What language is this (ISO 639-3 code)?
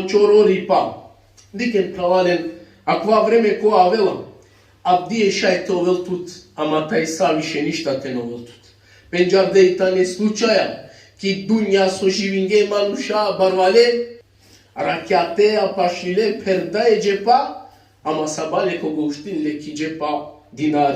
rmn